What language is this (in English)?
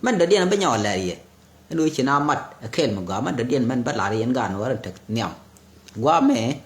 Nuer